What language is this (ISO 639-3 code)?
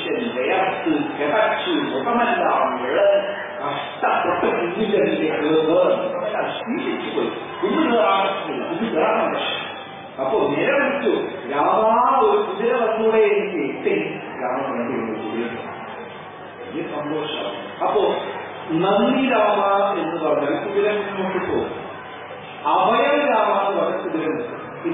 mal